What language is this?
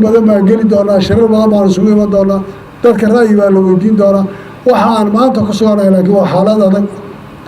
Somali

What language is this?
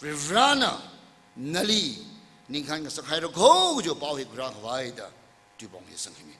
Tangkhul Naga (India)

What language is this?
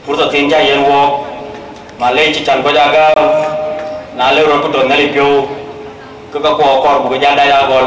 Dinka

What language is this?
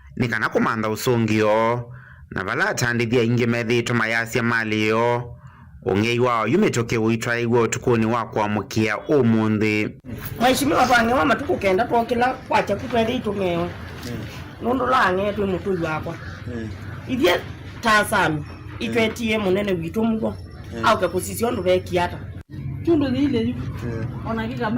Kamba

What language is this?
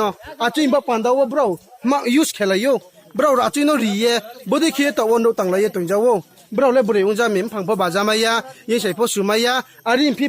Riang (India)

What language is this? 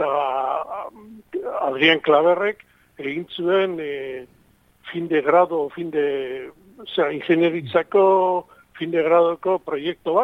Basque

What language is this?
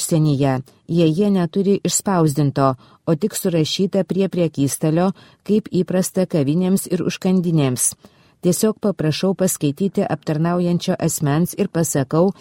Lithuanian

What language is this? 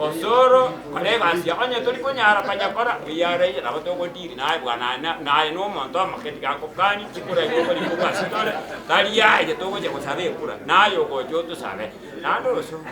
Gusii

